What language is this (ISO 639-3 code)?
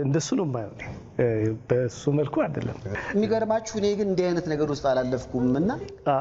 amh